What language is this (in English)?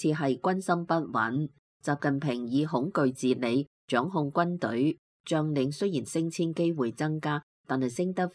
Cantonese